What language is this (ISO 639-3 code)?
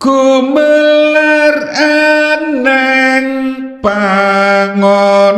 jav